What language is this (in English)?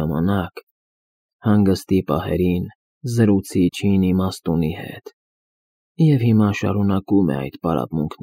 Armenian